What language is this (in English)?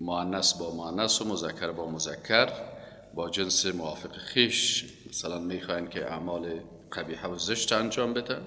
Persian